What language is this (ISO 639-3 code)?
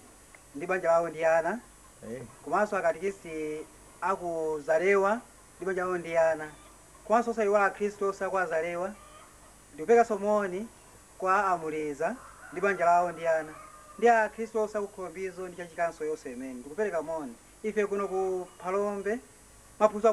nya